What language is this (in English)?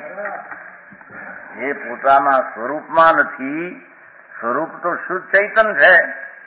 Gujarati